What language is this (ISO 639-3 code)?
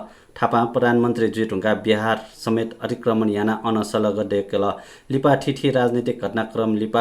new